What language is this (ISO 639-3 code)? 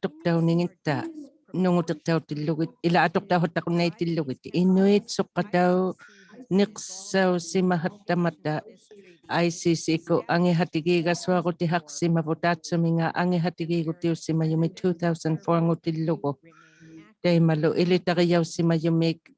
iku